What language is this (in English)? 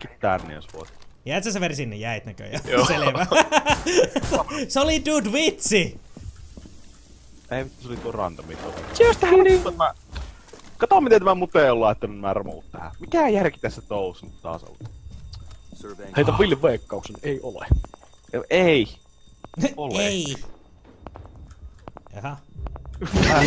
Finnish